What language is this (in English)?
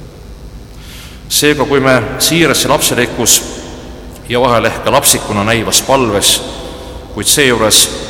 Estonian